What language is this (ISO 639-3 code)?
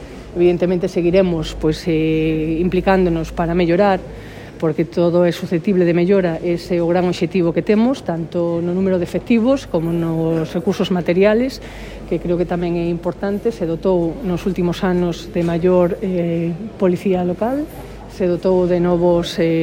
glg